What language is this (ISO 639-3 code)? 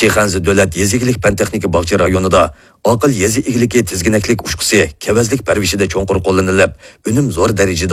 uig